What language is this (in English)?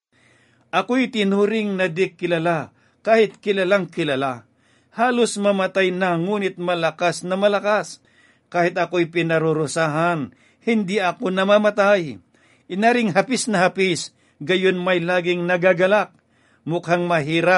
Filipino